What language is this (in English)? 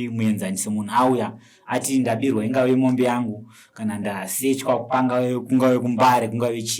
Shona